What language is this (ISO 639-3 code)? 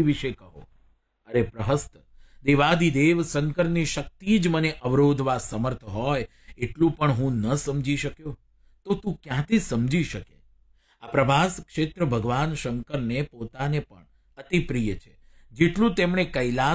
guj